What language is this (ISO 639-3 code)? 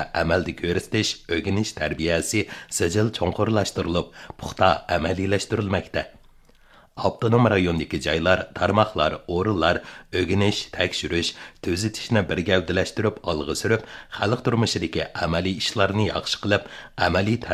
uig